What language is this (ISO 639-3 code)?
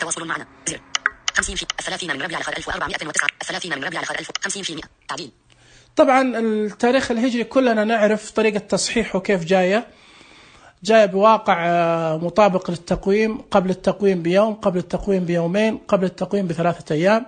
ars